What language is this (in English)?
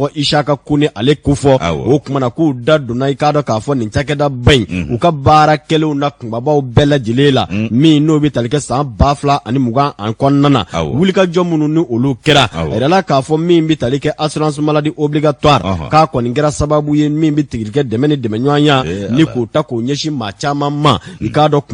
Bambara